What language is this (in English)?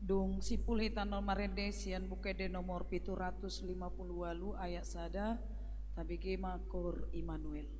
Batak Toba